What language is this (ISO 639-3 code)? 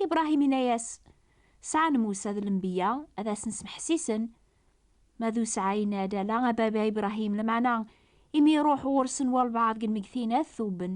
kab